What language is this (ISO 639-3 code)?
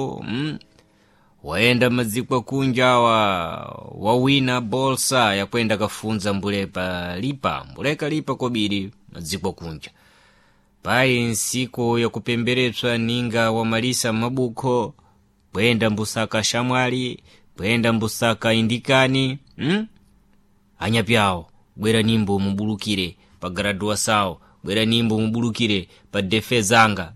seh